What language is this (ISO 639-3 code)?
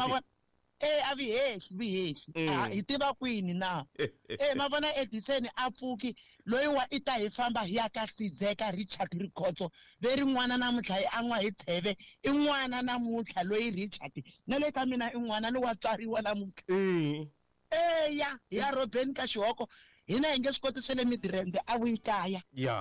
tso